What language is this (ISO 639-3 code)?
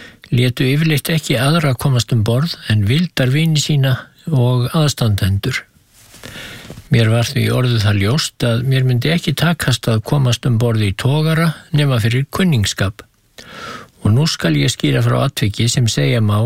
isl